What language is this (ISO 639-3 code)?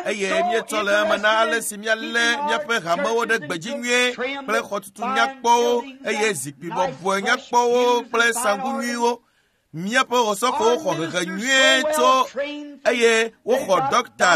ewe